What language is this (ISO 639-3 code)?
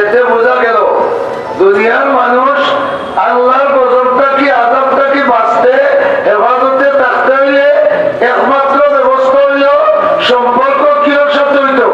syl